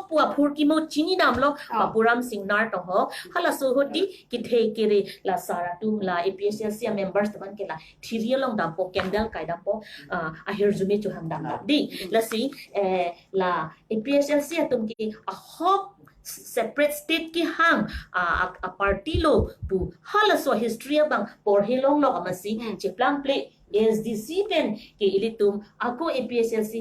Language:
Karbi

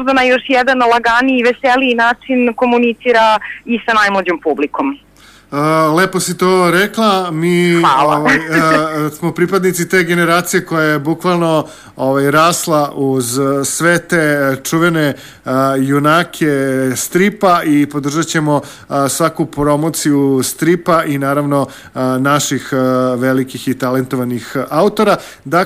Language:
Serbian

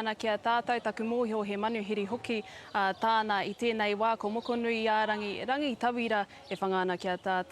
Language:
Māori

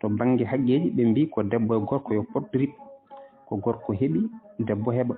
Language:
Fula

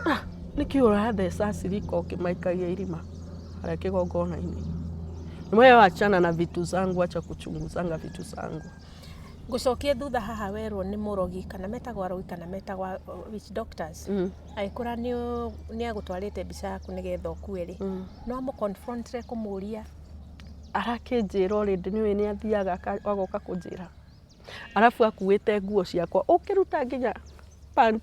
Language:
Kikuyu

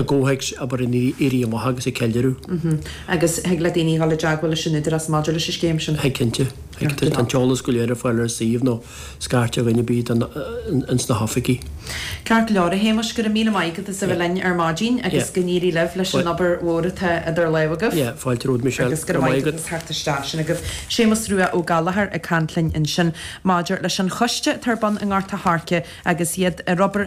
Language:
Irish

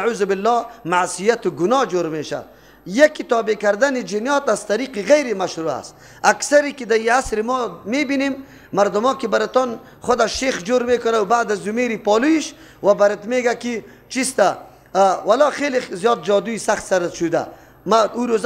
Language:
Persian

